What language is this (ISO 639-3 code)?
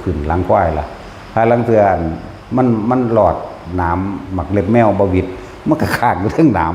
tts